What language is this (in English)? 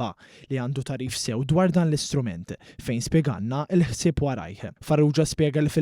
Maltese